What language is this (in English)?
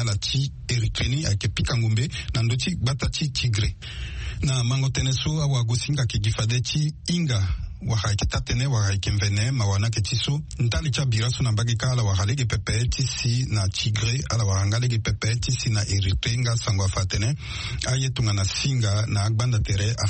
Sango